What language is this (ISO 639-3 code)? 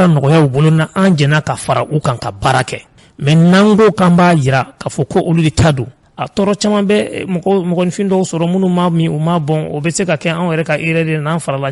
bam